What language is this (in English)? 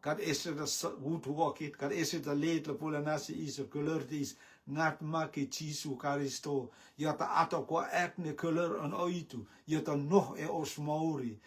Rotuman